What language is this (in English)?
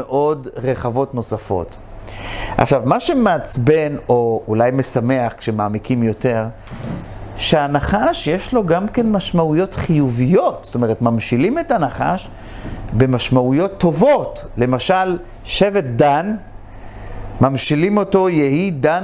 Hebrew